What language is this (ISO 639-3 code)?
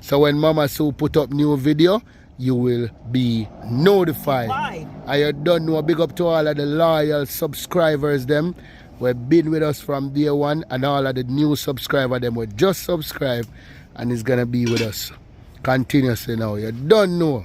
jam